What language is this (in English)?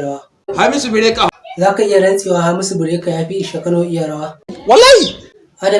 Hausa